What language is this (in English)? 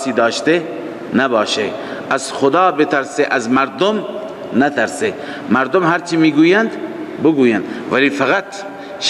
Persian